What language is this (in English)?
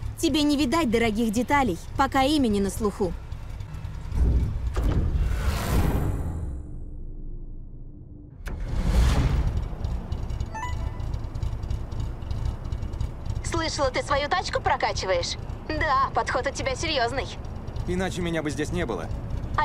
Russian